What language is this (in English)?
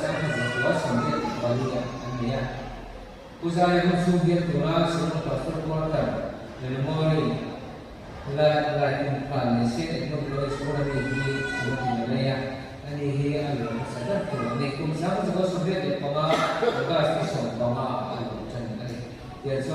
Mizo